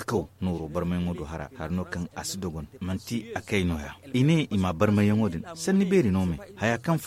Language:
Zarma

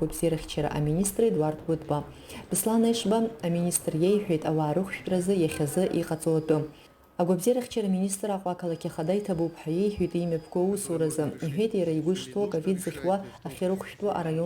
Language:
Abkhazian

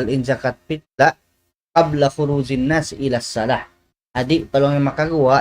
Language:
Tausug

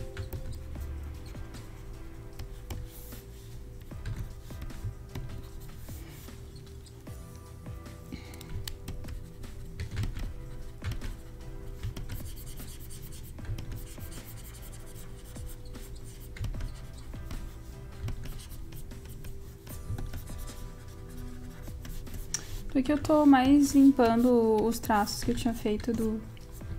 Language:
Portuguese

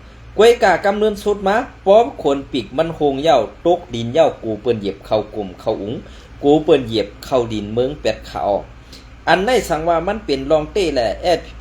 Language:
Shan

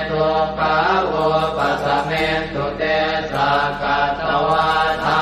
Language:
Pali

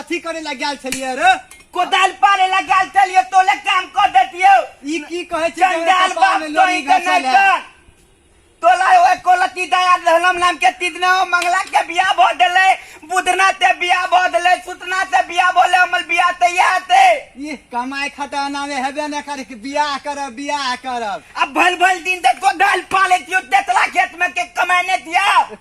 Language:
Maithili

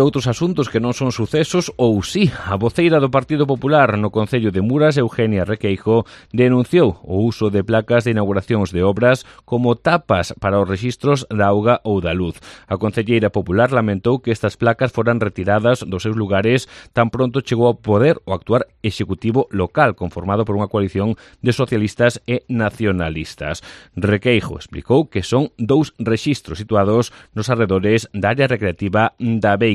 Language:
Galician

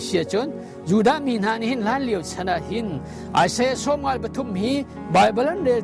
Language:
Hakha Chin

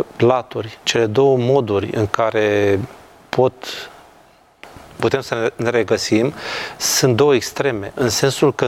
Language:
Romanian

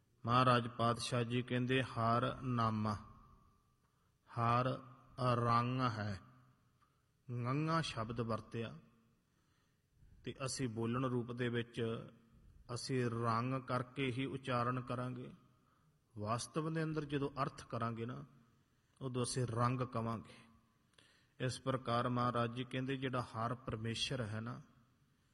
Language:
Punjabi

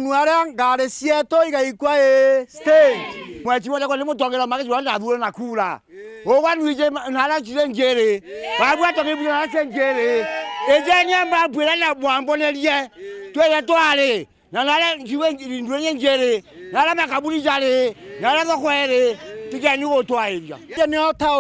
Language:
Meru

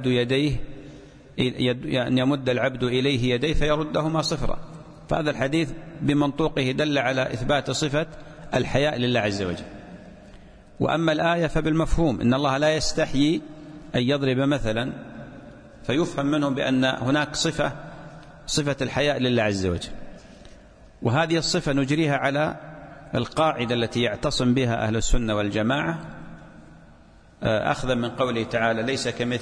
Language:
Arabic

